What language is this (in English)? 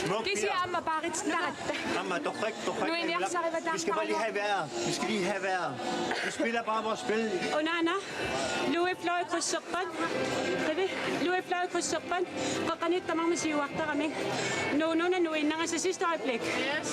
Kalaallisut